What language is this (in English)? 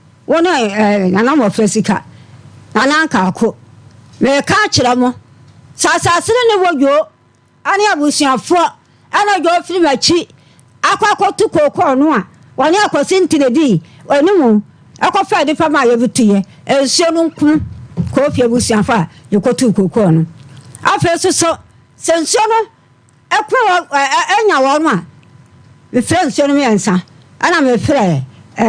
Akan